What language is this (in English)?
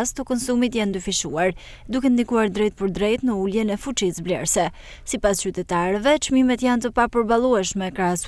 Albanian